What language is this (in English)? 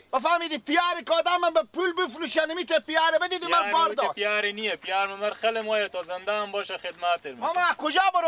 Persian